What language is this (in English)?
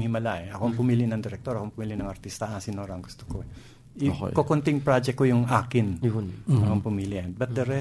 Filipino